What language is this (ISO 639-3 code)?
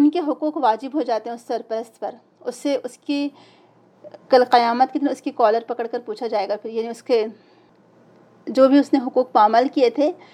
urd